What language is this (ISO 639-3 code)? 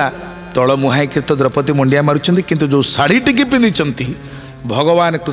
ori